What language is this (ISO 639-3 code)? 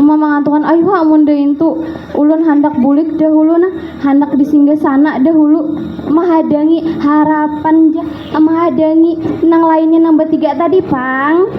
bjn